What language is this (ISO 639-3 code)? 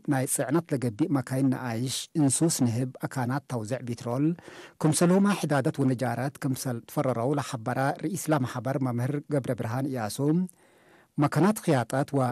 tig